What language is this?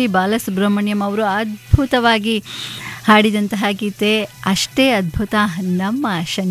Kannada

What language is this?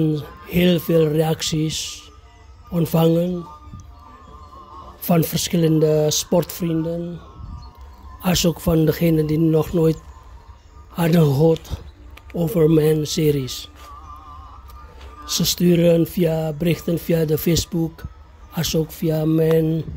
Dutch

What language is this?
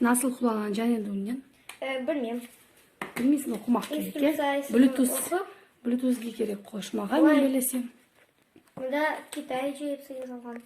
Crimean Tatar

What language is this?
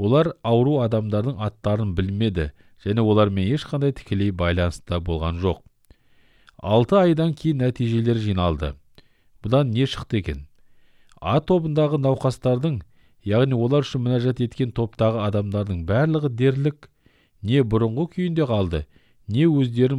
Kazakh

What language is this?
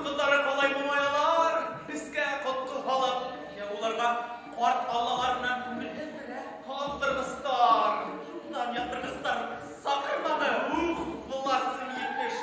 Bashkir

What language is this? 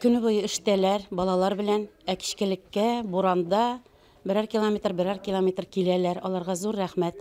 Bashkir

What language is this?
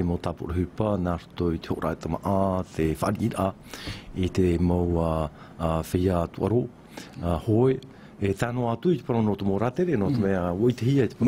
Tahitian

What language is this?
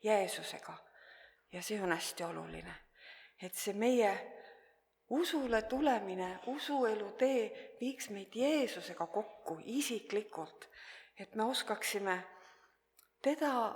Estonian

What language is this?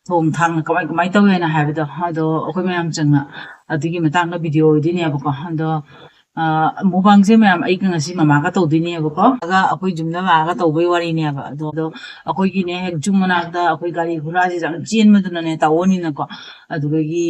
Manipuri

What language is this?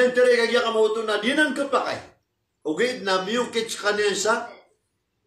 Maranao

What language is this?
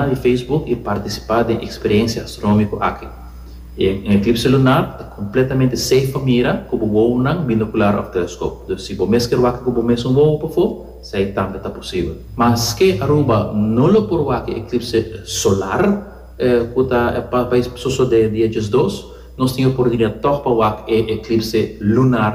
Papiamento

